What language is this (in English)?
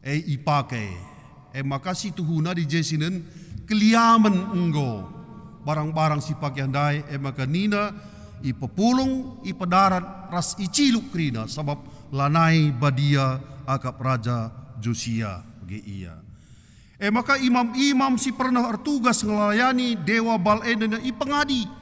Batak Karo